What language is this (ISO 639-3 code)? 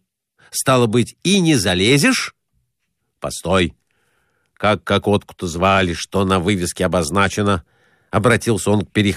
rus